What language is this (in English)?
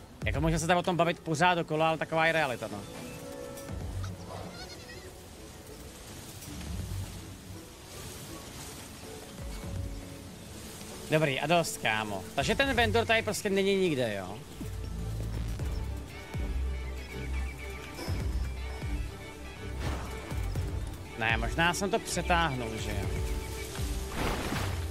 Czech